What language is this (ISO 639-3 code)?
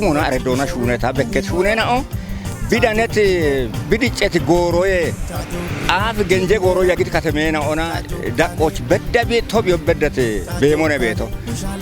kbr